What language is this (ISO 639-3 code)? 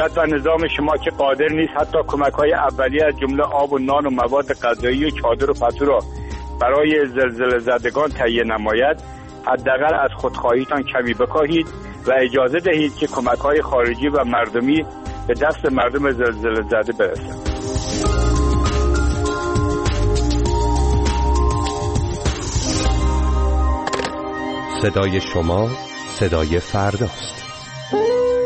fas